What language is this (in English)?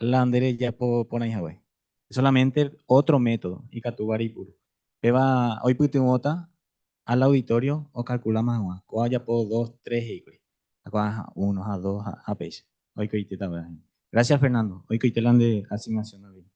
Guarani